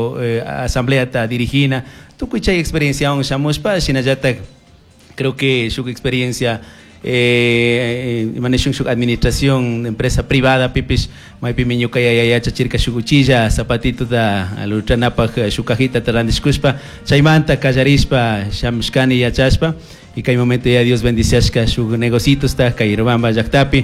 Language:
Chimborazo Highland Quichua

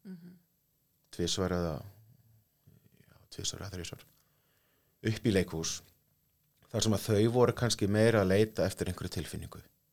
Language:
Icelandic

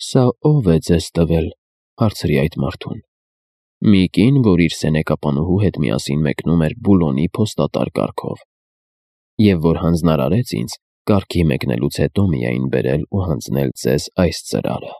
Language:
Armenian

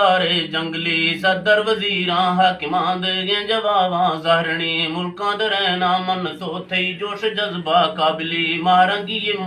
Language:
Eastern Balochi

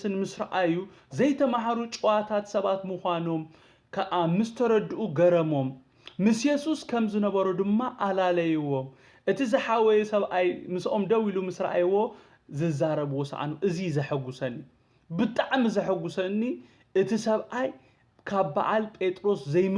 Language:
Tigrinya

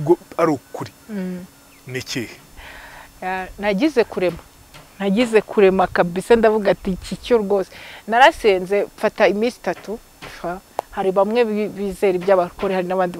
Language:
Kinyarwanda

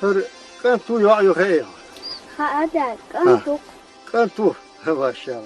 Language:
Chechen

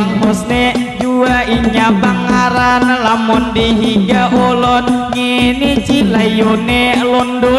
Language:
Banjar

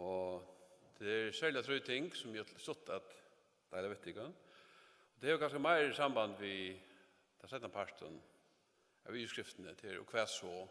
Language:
Faroese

